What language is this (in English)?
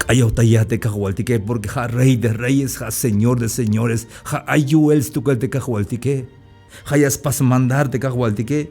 Tzeltal